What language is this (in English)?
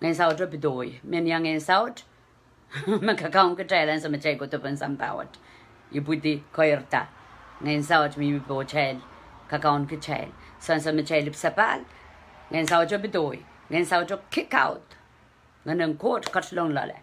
Pohnpeian